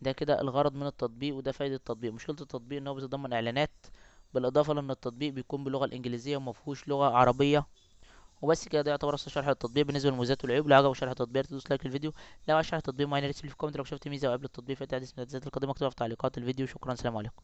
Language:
Egyptian Arabic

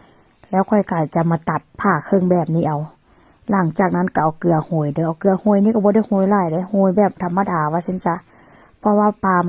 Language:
Northeastern Thai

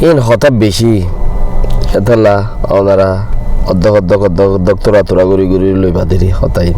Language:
Rohingya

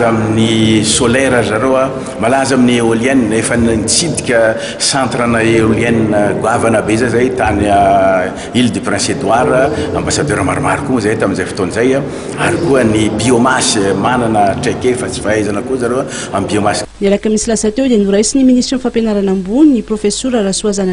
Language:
Malagasy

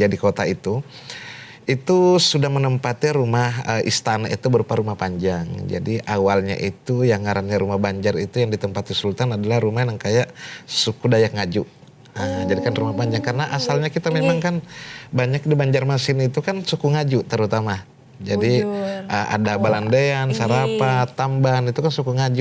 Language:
Banjar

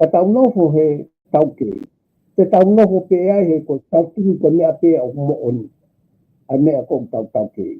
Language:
Tongan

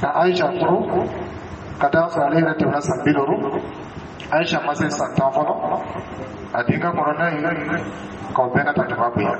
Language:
Dyula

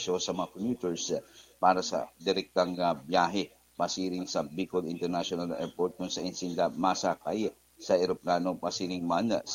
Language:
Bikol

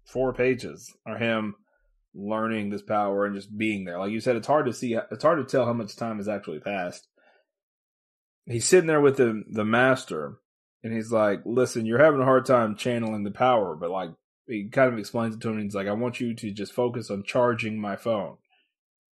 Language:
English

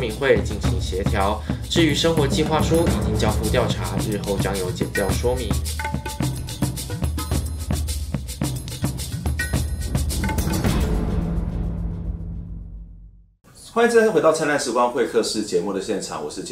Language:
Chinese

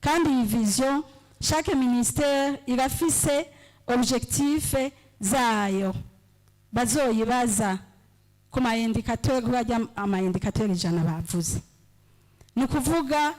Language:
Rundi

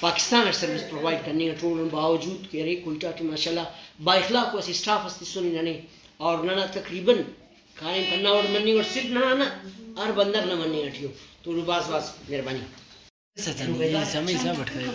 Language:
Brahui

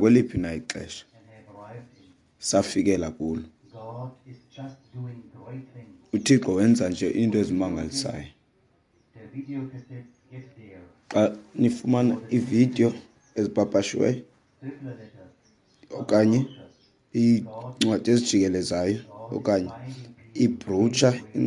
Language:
Xhosa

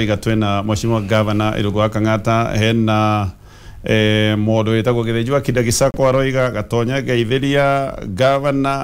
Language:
Kikuyu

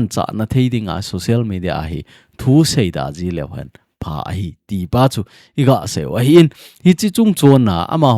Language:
Thado Chin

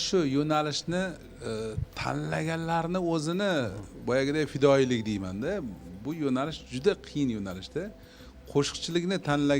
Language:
Uzbek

